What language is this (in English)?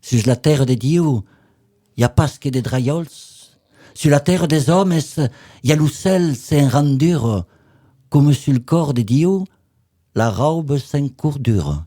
Occitan